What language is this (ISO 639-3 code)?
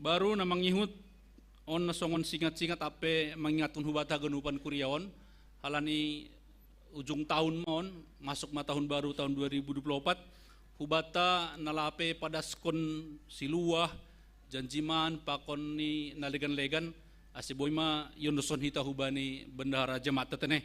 bts